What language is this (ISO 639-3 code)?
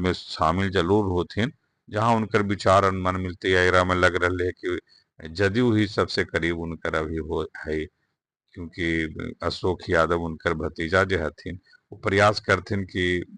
mag